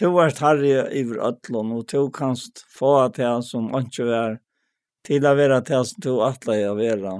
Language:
Faroese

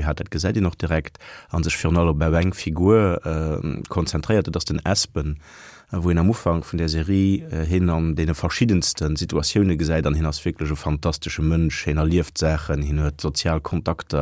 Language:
Luxembourgish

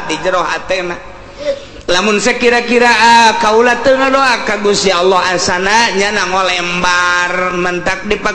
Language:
Sundanese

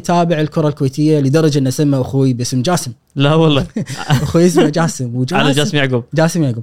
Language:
Gulf Arabic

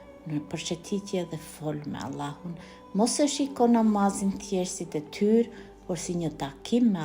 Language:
Albanian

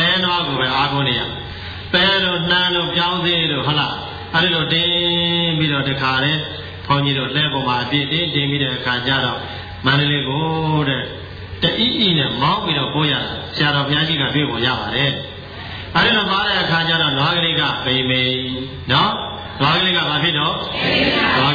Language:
Burmese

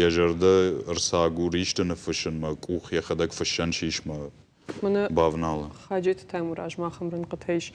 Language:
Ossetic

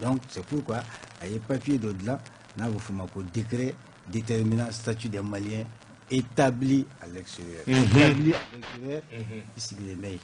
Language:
Bambara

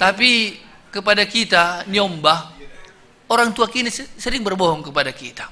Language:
Batak Simalungun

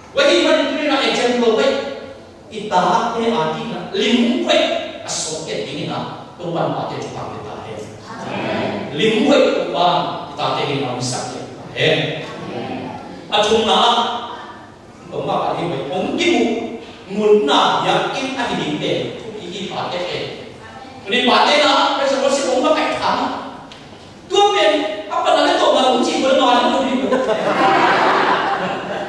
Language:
Vietnamese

